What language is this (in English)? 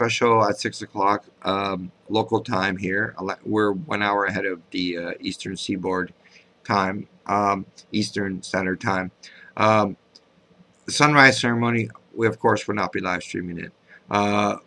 English